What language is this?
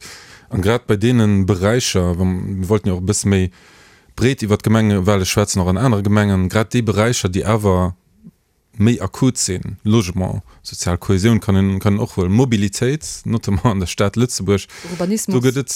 Luxembourgish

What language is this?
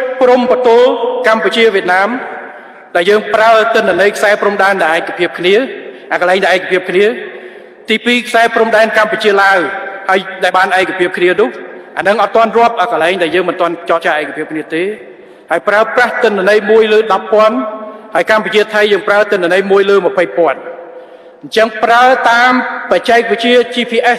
Khmer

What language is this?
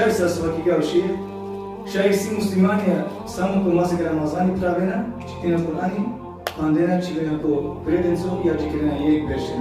Balkan Romani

